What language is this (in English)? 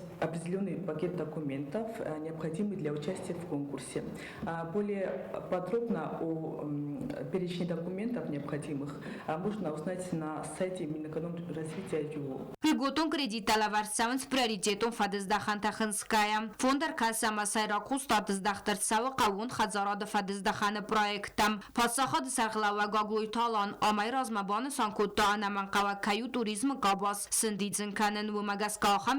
Ossetic